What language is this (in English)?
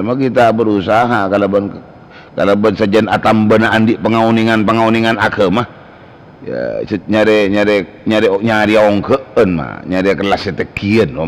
Madurese